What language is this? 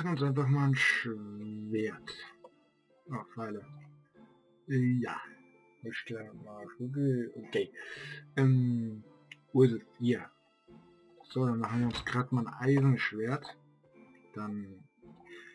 German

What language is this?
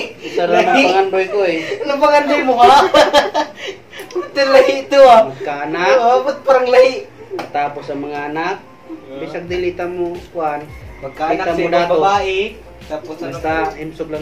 Cebuano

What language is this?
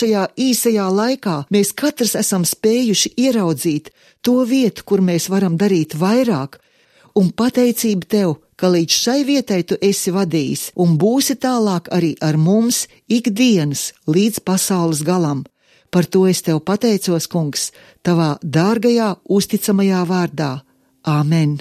Latvian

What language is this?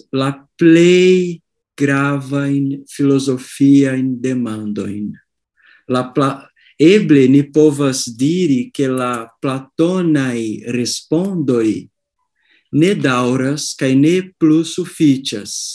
Esperanto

